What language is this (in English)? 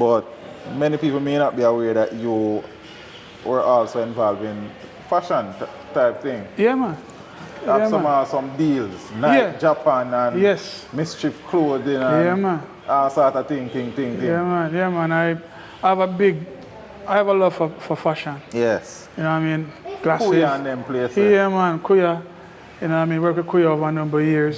Jamaican Creole English